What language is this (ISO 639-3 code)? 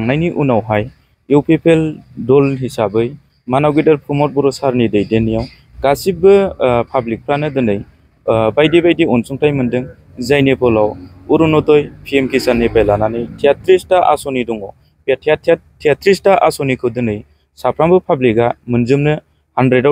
brx